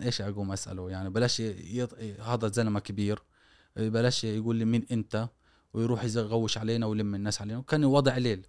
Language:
Gulf Arabic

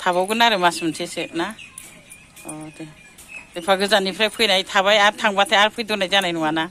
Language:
Bodo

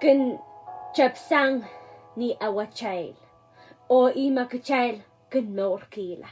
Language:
Pohnpeian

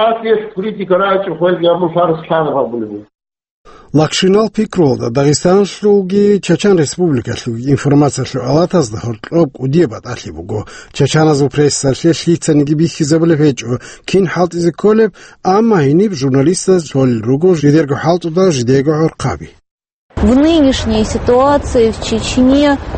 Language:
Avaric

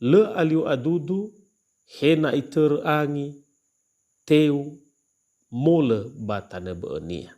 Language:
Nias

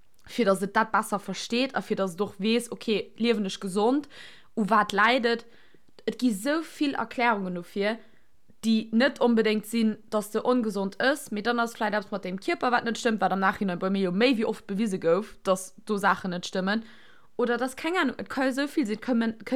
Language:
Luxembourgish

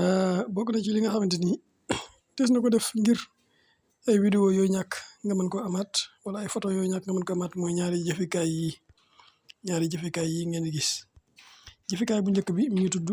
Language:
Wolof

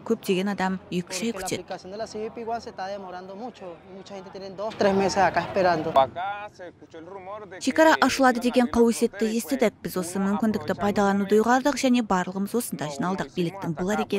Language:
Kazakh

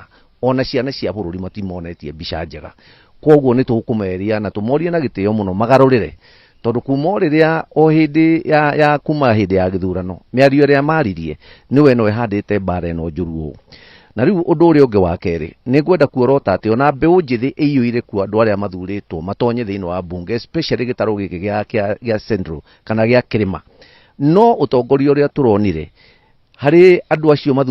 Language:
Kikuyu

